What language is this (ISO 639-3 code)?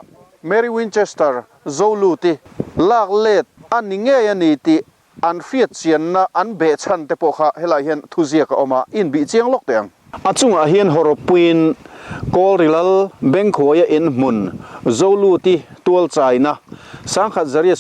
lus